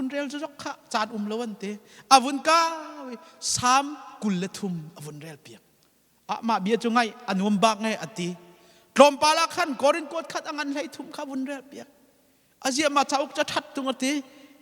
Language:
Hakha Chin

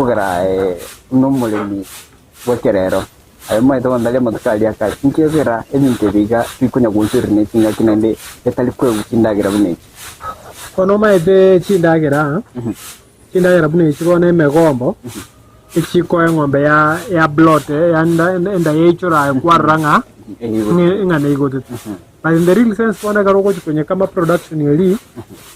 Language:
Gusii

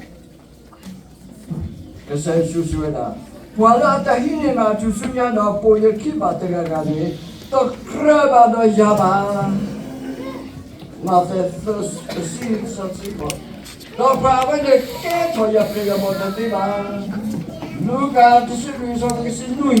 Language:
S'gaw Karen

